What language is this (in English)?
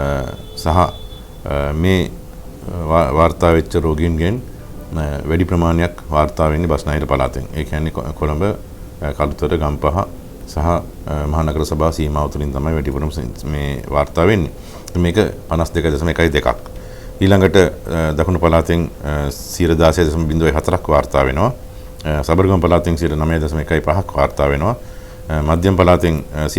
Sinhala